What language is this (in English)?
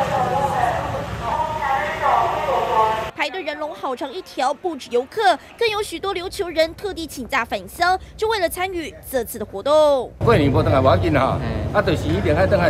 Chinese